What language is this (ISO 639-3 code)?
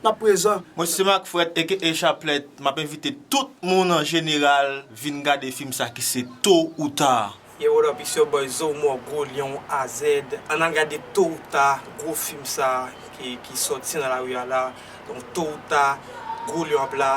hat